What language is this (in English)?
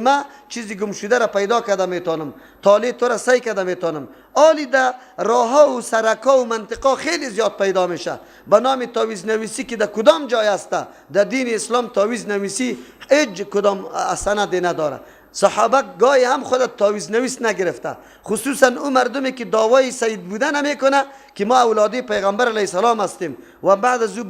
Persian